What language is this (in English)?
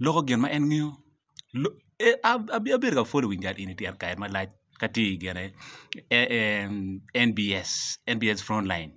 Acoli